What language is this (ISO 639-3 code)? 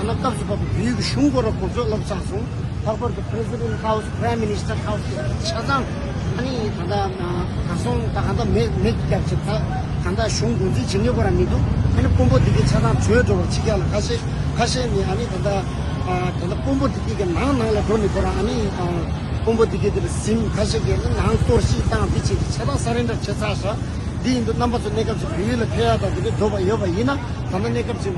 bod